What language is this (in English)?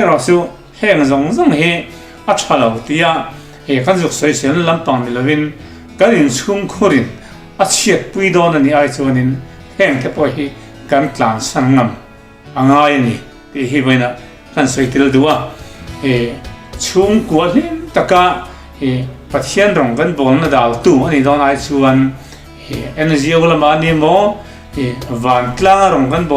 Mizo